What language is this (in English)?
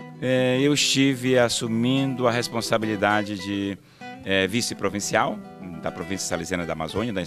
Portuguese